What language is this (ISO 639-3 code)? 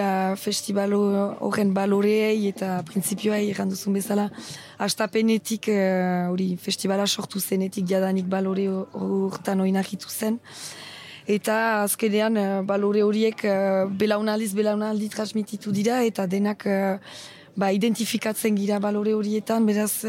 eus